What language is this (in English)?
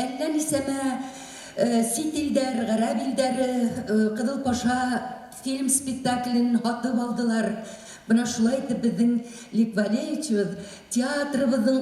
Bashkir